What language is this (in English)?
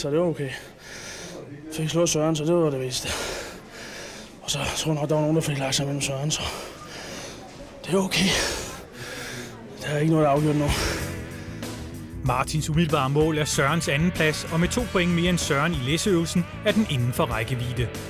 Danish